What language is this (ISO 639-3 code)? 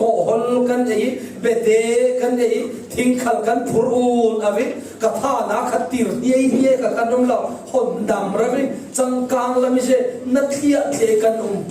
cfm